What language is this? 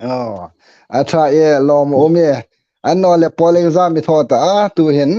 Hmar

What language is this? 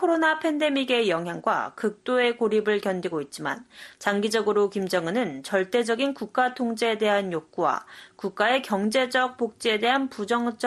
Korean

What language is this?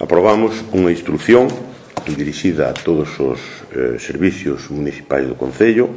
Galician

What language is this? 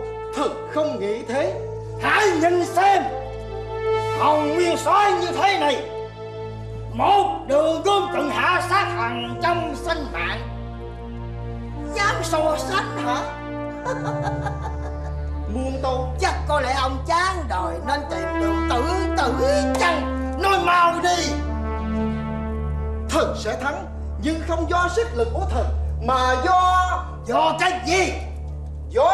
Vietnamese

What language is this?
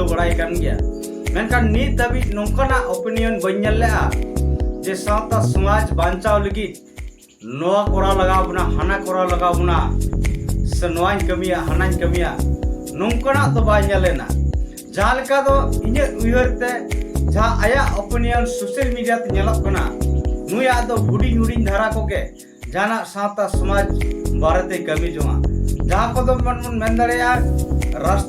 Santali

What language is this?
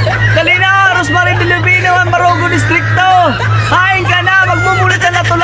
Waray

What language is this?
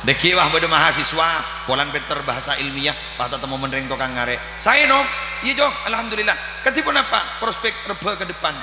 Madurese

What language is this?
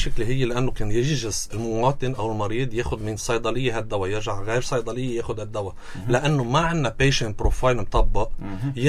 North Levantine Arabic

